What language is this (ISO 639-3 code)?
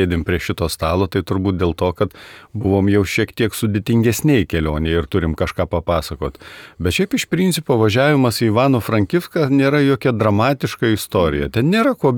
lit